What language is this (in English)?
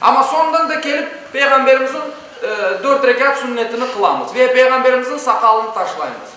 Crimean Tatar